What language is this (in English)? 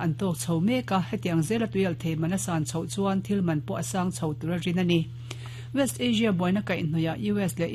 Mizo